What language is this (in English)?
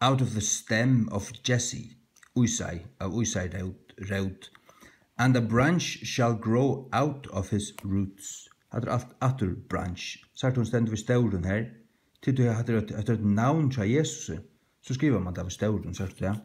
Faroese